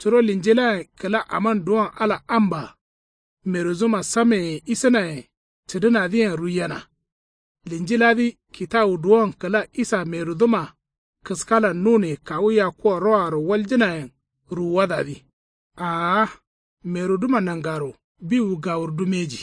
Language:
Kanuri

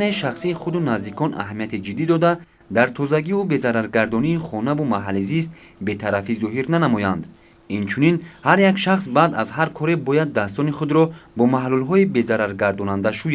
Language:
Tajik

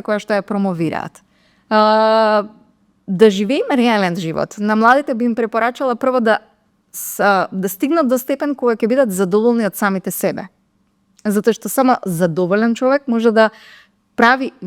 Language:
Macedonian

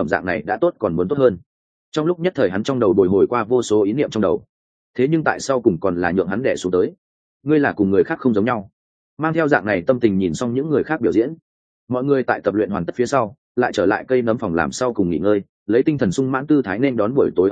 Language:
Vietnamese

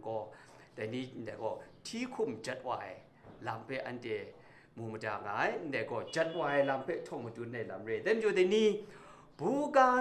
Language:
Kachin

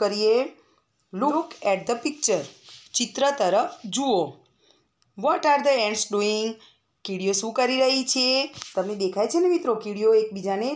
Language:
Gujarati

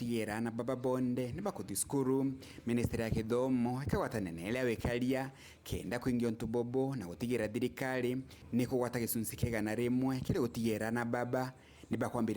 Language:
Meru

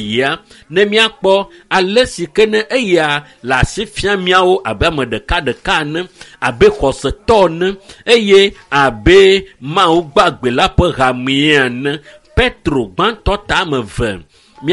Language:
Ewe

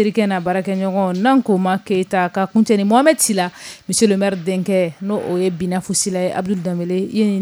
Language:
Bambara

